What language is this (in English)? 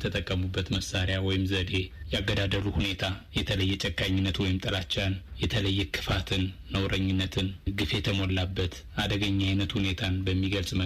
Amharic